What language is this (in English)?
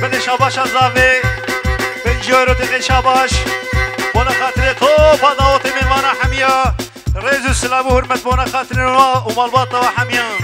Kurdish